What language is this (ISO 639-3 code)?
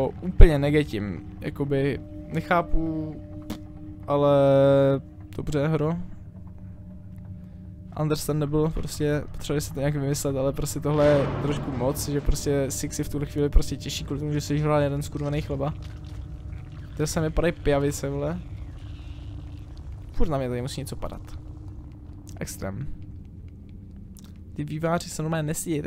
ces